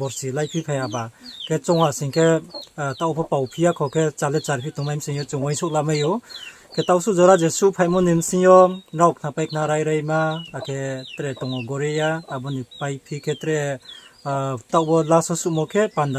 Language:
Riang (India)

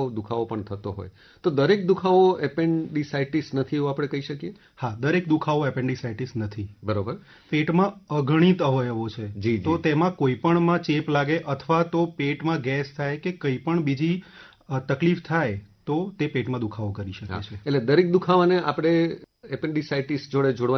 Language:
Gujarati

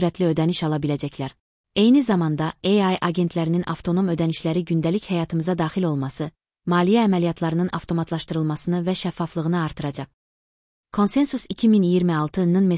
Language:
Azerbaijani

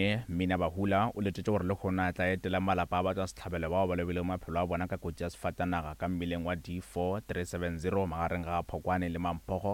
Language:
Northern Sotho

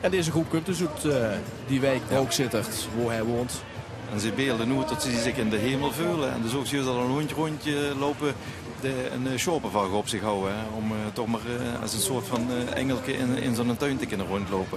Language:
Limburgish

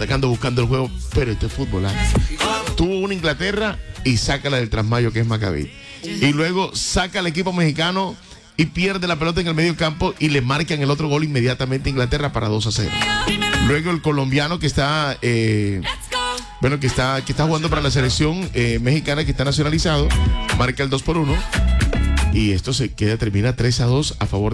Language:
Spanish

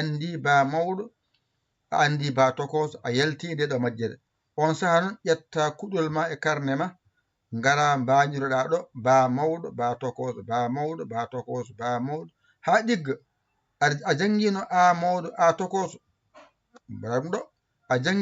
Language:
Fula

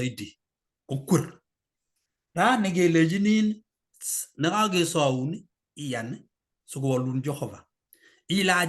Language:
Kalenjin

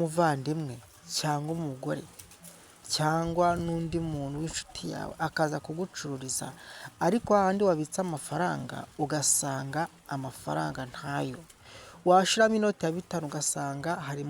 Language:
Kinyarwanda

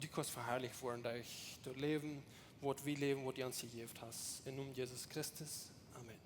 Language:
Plautdietsch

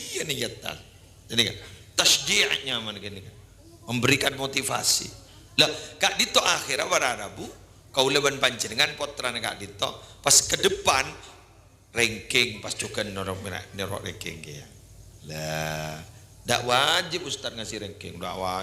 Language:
Madurese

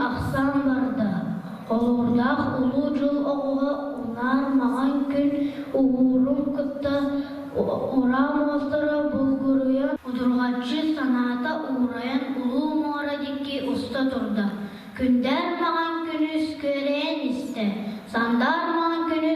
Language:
Yakut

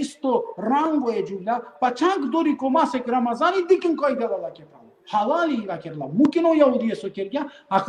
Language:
Balkan Romani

